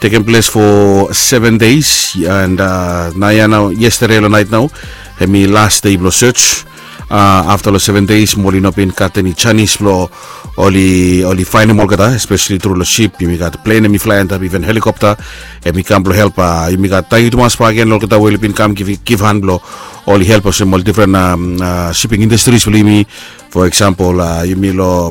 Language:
Bislama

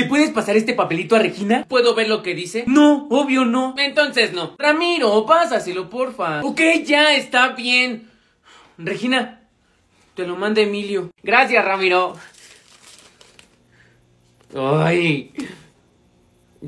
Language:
Spanish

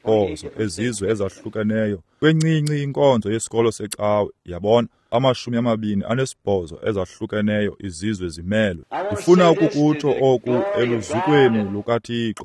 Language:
Xhosa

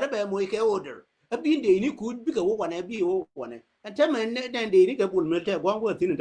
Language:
Nuer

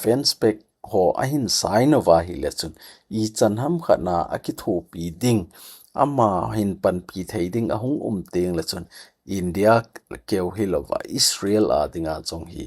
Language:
Thado Chin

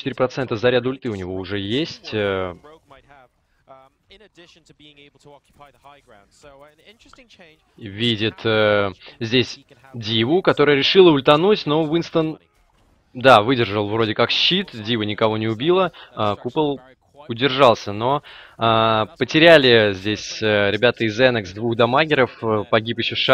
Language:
Russian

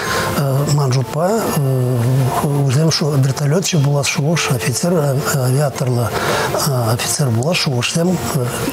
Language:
Chuvash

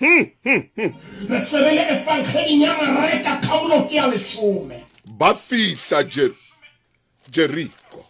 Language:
Southern Sotho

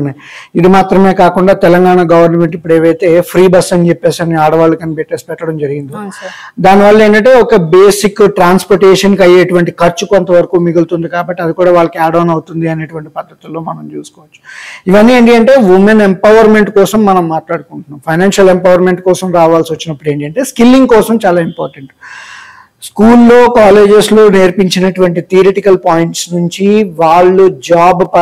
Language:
Telugu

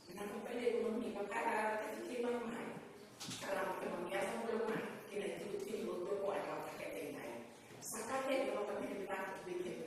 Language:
Fijian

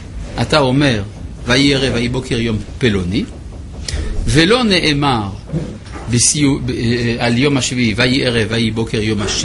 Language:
Hebrew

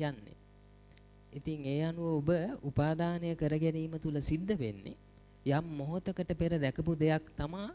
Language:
Sinhala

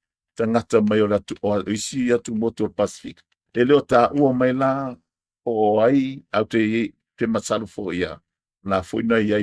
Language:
Samoan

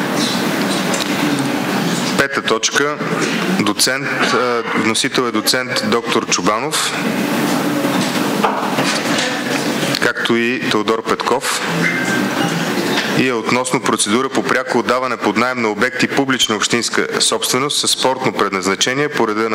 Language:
Bulgarian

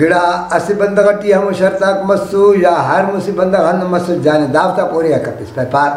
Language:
Brahui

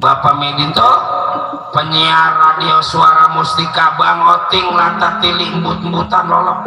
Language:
Betawi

